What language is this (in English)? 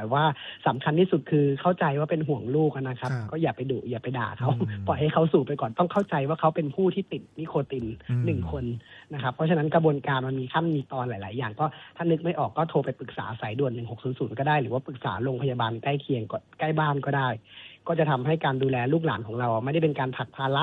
Thai